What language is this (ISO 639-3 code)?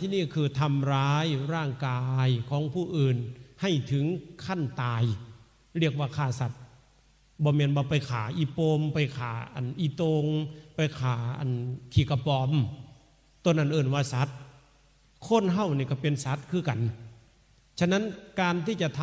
tts